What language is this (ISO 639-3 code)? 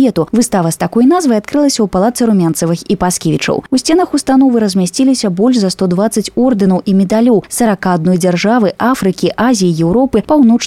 bel